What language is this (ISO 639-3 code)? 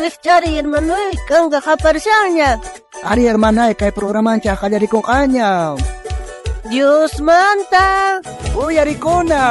quh